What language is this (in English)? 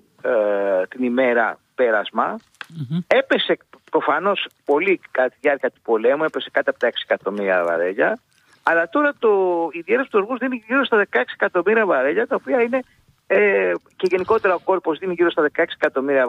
Greek